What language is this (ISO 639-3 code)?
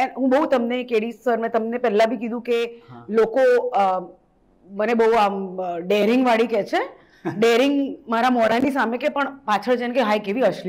guj